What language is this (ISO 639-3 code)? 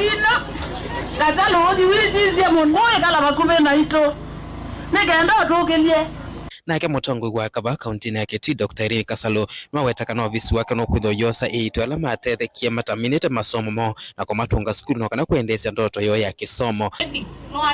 kam